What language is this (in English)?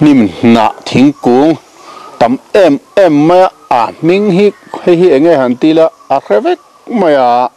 Mizo